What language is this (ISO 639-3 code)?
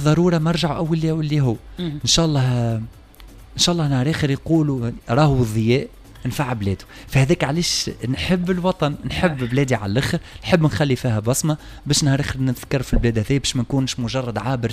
aeb